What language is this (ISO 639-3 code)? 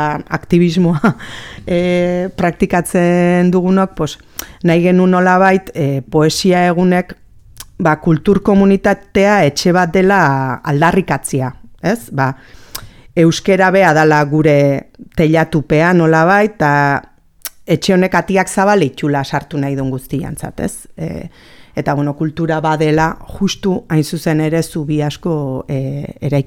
eus